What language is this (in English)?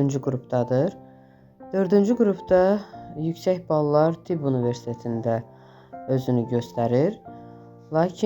Azerbaijani